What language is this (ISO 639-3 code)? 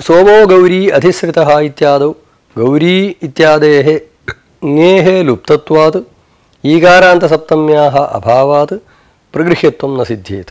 san